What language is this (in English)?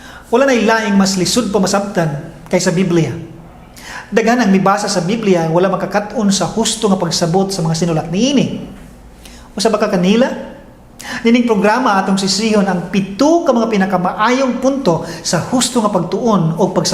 Cebuano